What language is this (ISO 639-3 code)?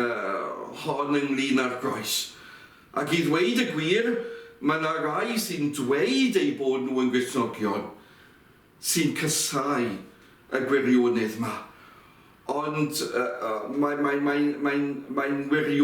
cym